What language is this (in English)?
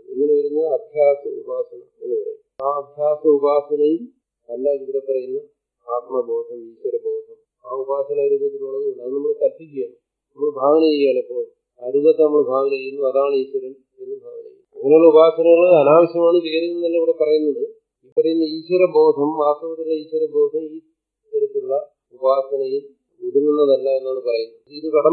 Malayalam